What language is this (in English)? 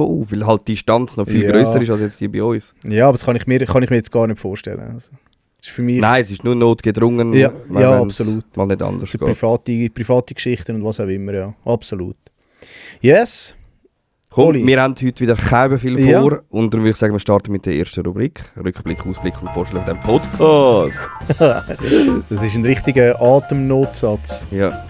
Swiss German